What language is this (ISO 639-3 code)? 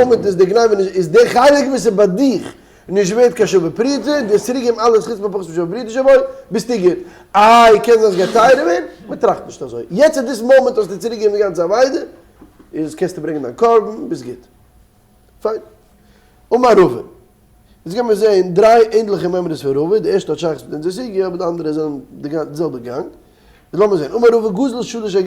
yid